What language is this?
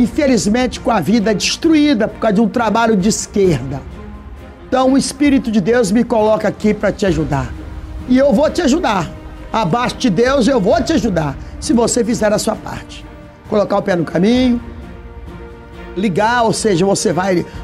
Portuguese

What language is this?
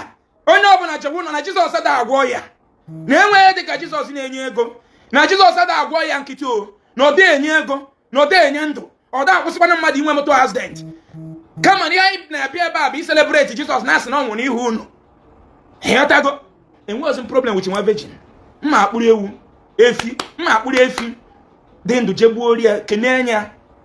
Igbo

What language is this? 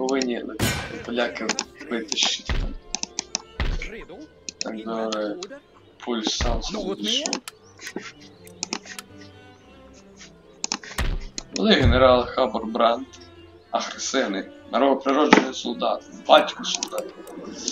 Ukrainian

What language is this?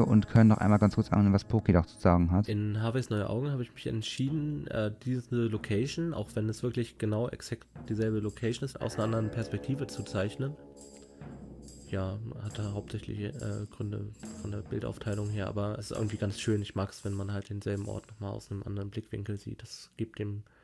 German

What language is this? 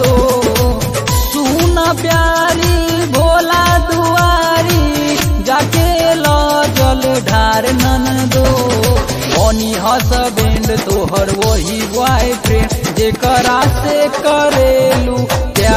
Bhojpuri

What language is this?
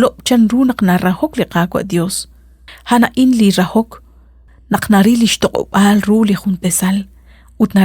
Kekchí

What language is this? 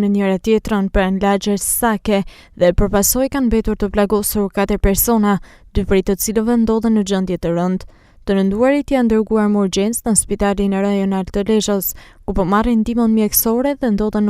Albanian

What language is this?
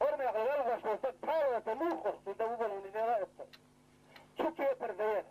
Chechen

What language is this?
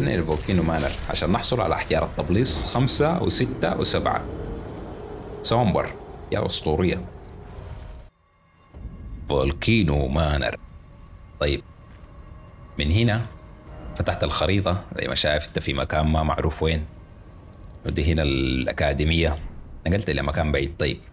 Sudanese Arabic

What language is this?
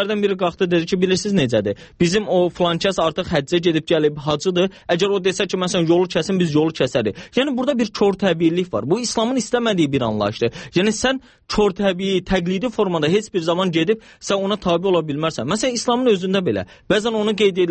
Azerbaijani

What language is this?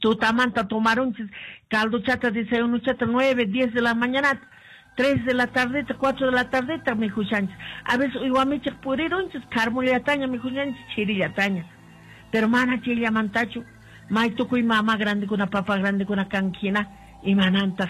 Quechua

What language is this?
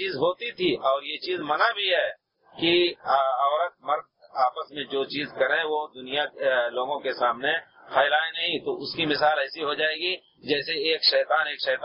Urdu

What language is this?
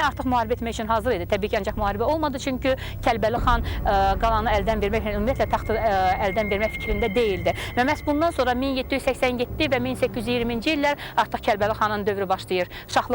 Azerbaijani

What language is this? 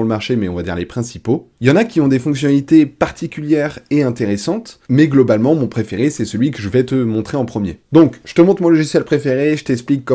French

